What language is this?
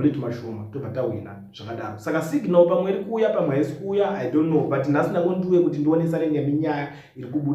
Shona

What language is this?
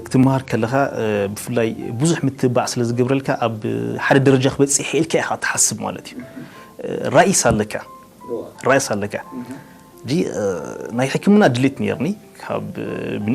Tigrinya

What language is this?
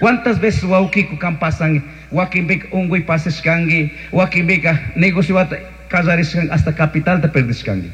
Chimborazo Highland Quichua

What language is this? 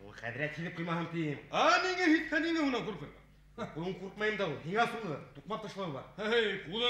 Bashkir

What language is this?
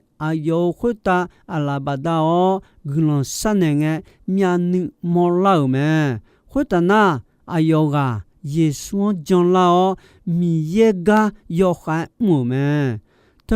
Akha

